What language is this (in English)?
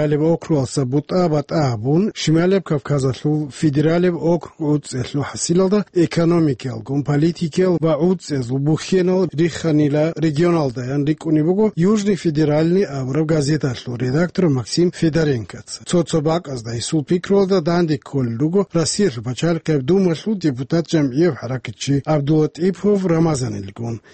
Avaric